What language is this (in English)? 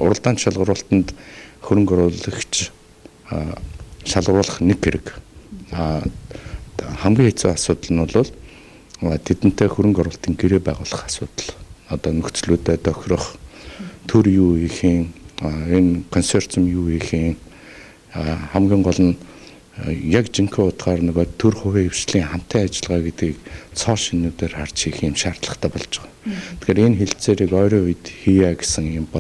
Mongolian